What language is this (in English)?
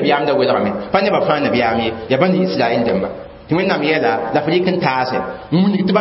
Mossi